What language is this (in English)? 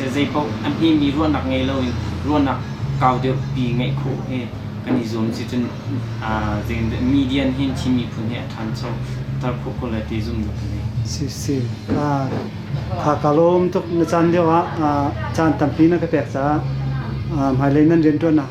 Hakha Chin